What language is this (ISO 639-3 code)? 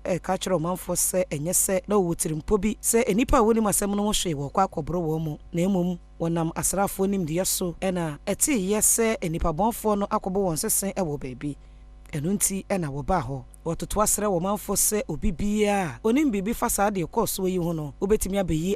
aka